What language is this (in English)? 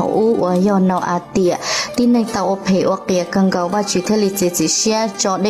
Hmong